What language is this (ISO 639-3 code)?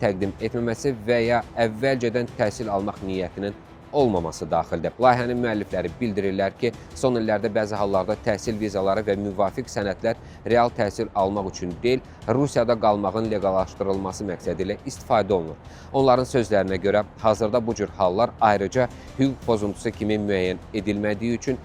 aze